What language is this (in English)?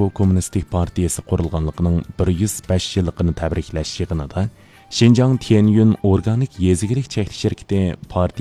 Uyghur